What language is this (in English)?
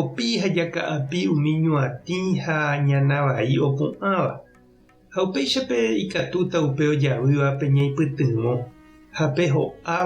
Guarani